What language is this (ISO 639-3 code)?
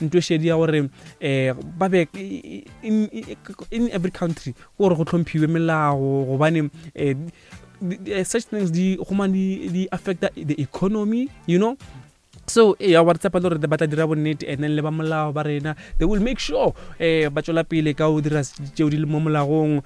nso